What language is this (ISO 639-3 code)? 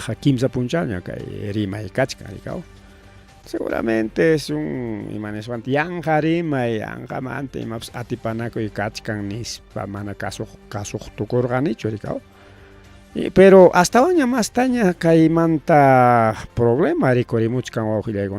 quy